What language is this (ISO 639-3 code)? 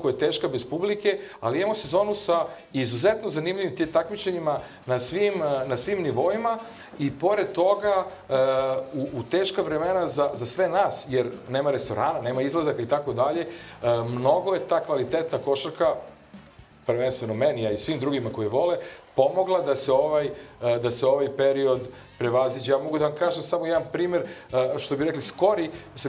srp